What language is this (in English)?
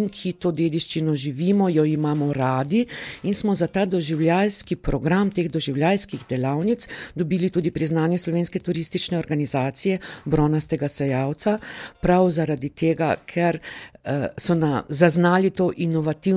Slovenian